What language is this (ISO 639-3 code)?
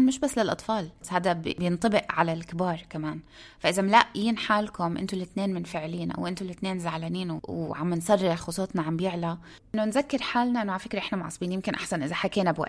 apc